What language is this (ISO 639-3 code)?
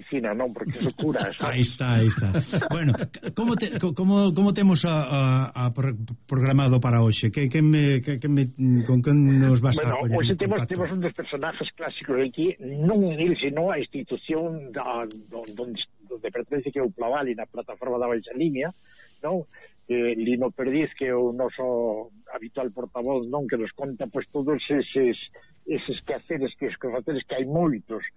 glg